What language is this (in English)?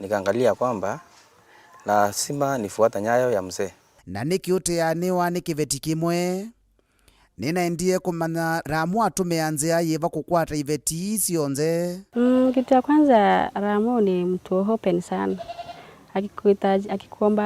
Kamba